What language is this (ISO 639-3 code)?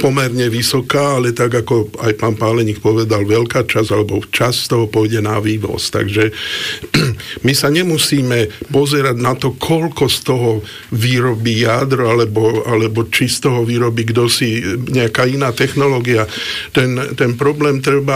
slk